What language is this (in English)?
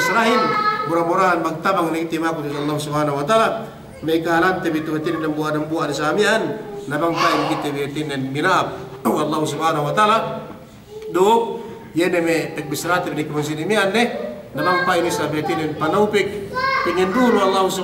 Yakan